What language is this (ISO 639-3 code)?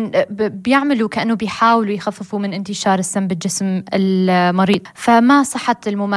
apc